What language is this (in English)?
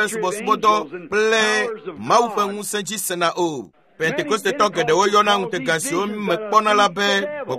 Ewe